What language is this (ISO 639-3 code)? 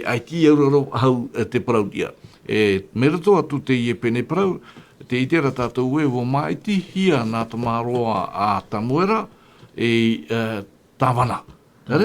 tah